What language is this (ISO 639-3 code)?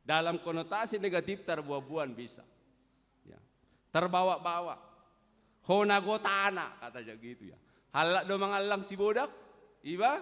bbc